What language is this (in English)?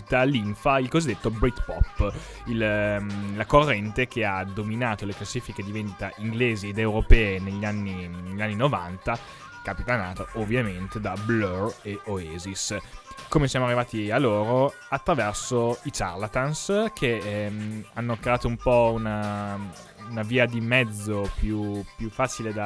Italian